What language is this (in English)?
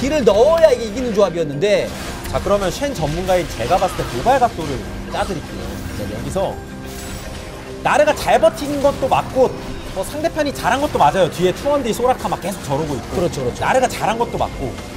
Korean